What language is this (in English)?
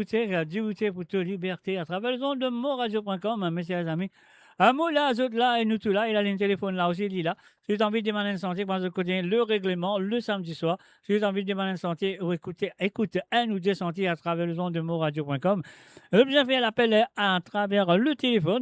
Morisyen